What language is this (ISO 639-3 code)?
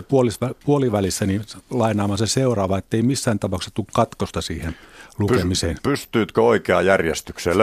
fin